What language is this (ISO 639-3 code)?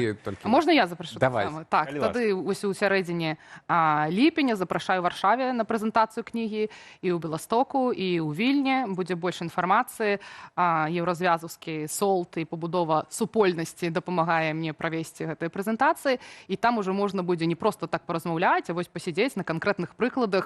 bel